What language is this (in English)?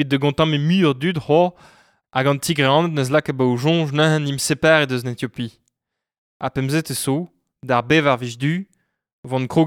Breton